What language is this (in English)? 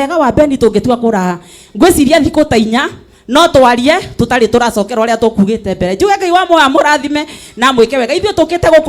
Kikuyu